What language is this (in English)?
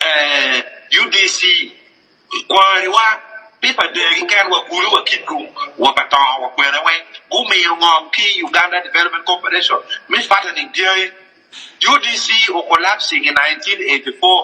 Acoli